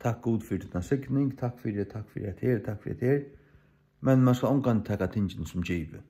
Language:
Faroese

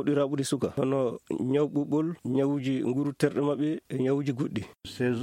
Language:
Fula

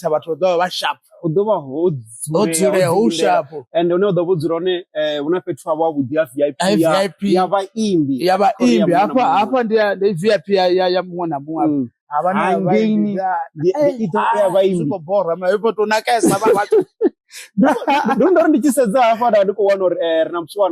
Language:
Venda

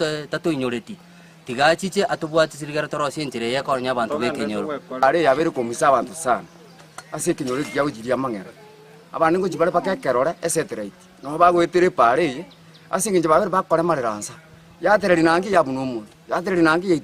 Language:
Gusii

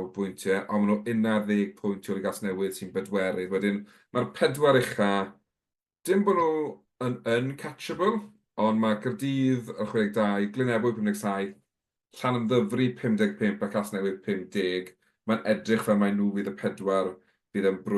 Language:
Welsh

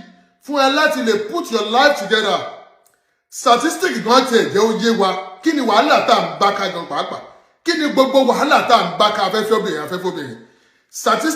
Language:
Yoruba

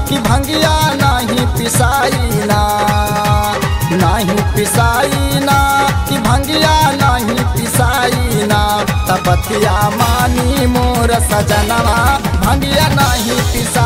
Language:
Bhojpuri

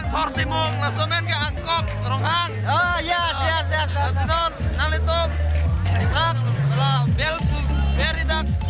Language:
Karbi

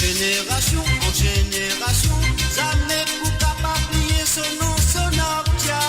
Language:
Morisyen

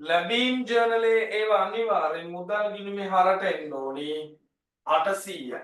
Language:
Sinhala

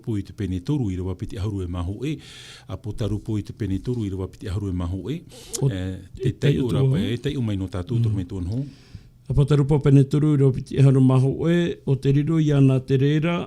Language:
Tahitian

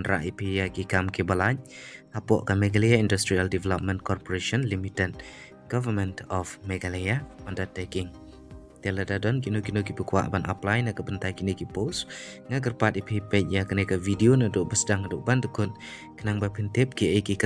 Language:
Khasi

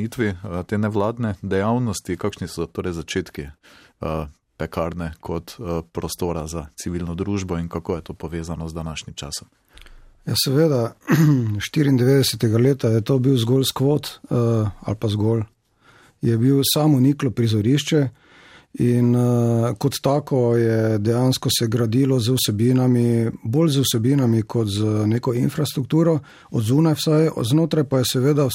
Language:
Slovenian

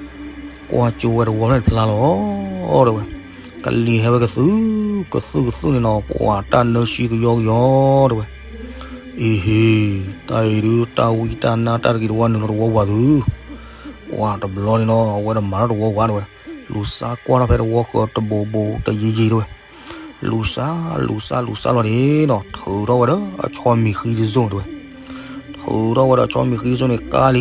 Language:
S'gaw Karen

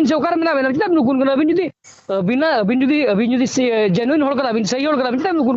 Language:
Santali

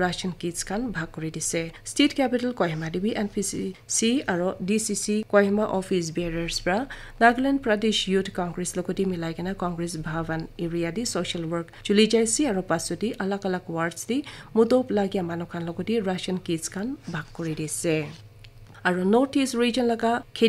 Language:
Naga Pidgin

